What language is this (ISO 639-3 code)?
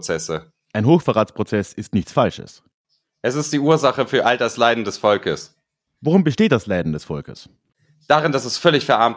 deu